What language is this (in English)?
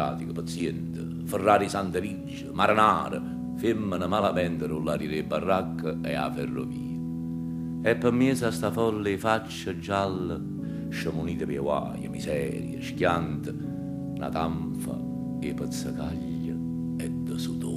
Neapolitan